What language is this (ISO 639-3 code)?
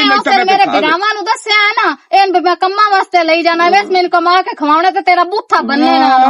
lah